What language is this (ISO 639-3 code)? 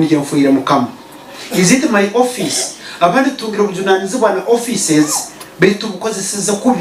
nyn